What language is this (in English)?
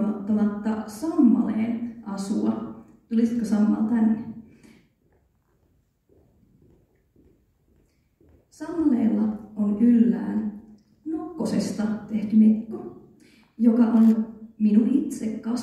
Finnish